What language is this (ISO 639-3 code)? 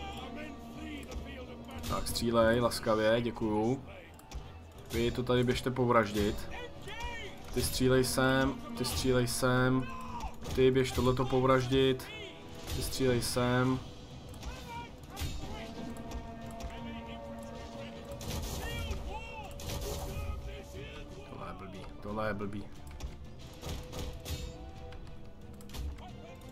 ces